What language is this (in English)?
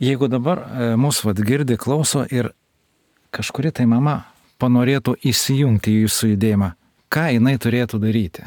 Lithuanian